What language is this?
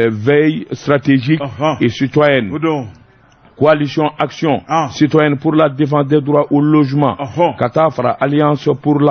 Bambara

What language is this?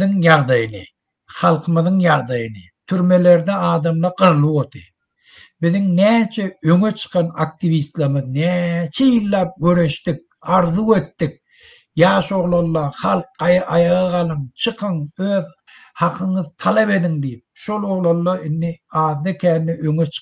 Turkmen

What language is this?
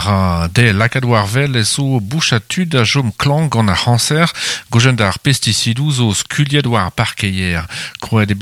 Breton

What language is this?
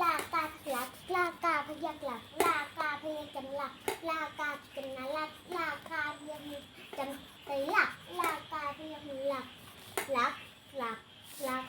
Shan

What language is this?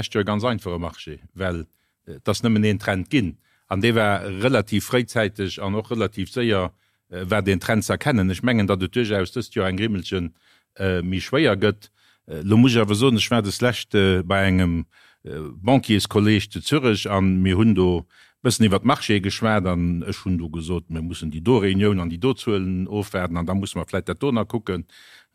Luxembourgish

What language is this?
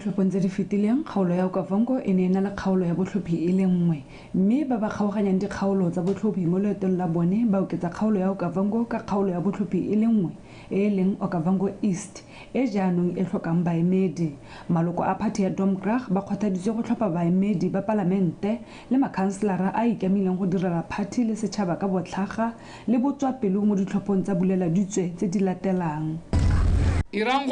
Tswana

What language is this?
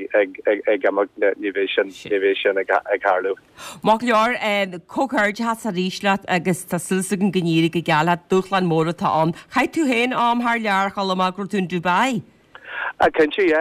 Irish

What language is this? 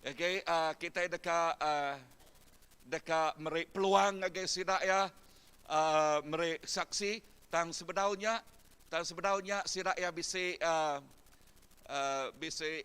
Iban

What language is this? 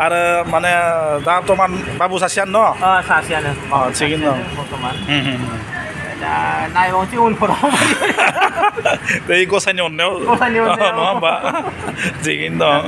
Bodo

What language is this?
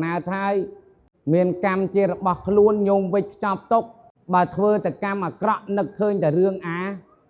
Khmer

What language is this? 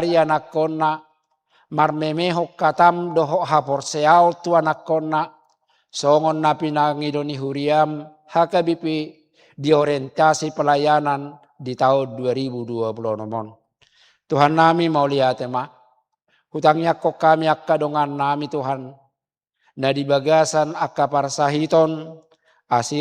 Batak Toba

